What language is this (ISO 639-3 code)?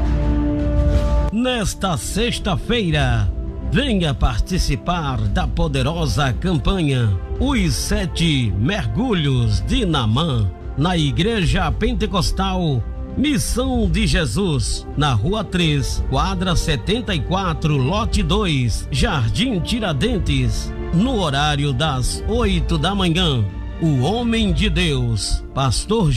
por